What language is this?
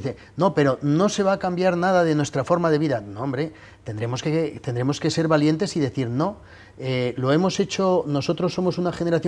Spanish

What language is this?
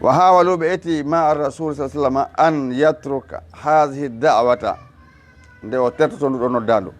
Fula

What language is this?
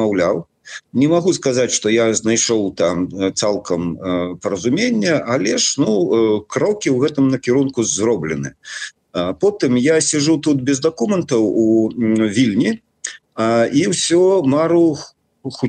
Belarusian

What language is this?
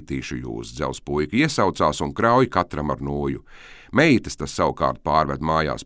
Latvian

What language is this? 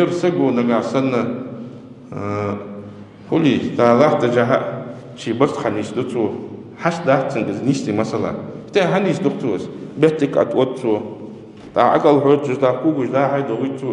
Ingush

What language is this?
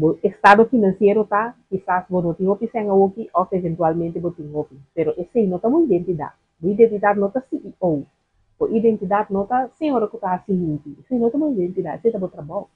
Papiamento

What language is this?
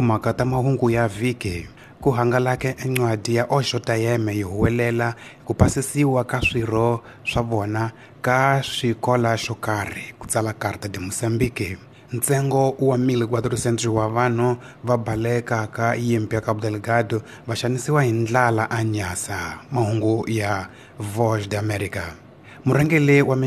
Tsonga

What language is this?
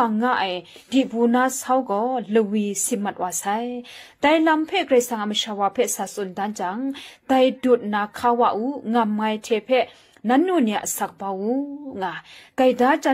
Kachin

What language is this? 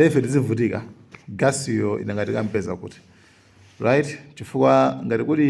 Nyanja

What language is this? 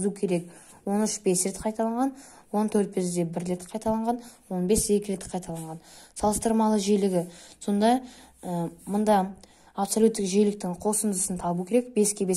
Kazakh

